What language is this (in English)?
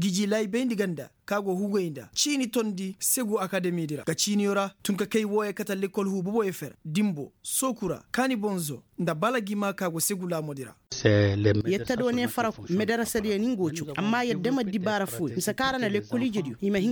Koyraboro Senni